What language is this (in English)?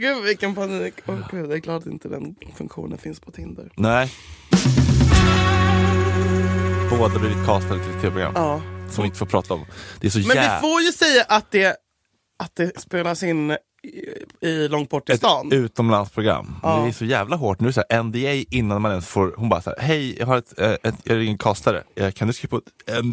Swedish